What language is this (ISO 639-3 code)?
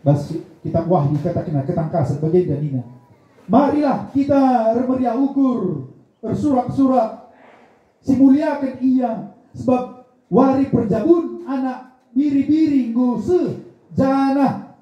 btx